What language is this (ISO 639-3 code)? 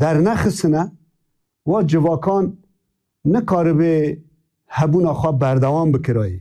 kur